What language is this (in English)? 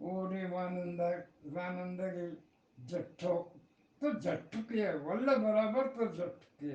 Eastern Balochi